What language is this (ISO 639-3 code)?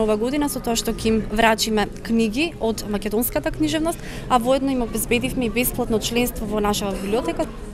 mkd